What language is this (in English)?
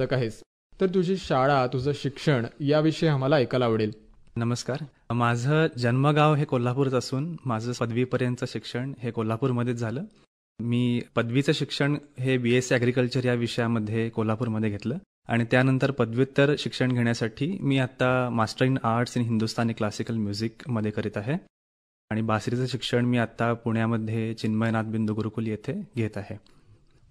Marathi